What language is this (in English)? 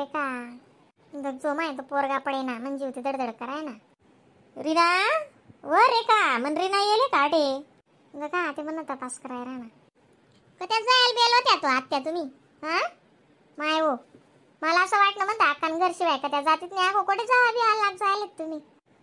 Khandesi